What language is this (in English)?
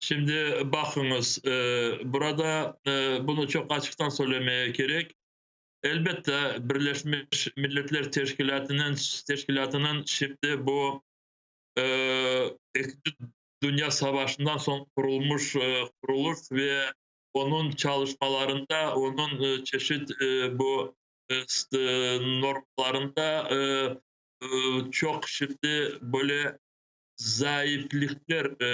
Crimean Tatar